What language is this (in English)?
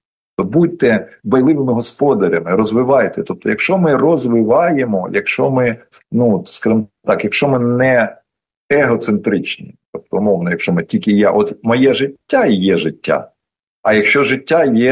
Ukrainian